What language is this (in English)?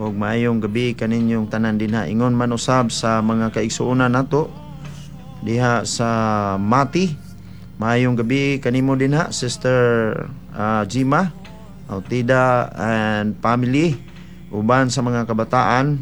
Cebuano